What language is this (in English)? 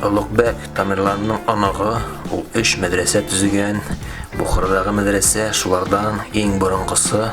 Tatar